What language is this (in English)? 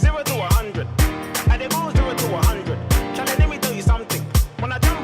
Kara-Kalpak